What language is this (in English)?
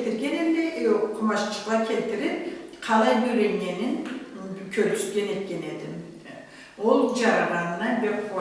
Karachay-Balkar